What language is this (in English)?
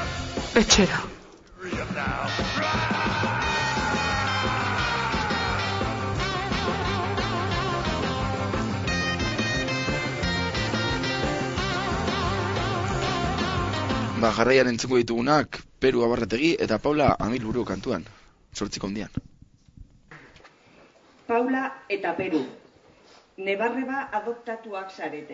Basque